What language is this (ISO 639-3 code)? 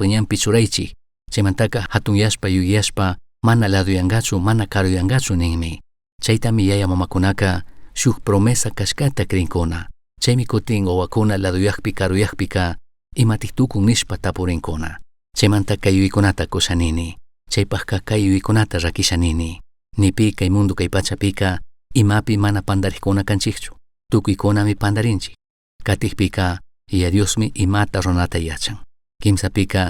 qug